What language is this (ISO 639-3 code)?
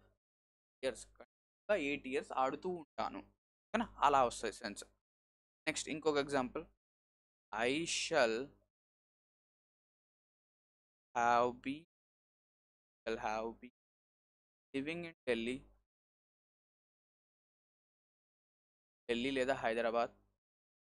tel